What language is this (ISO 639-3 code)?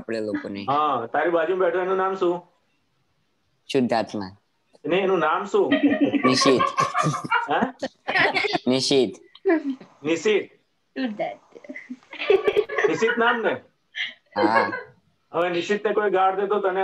guj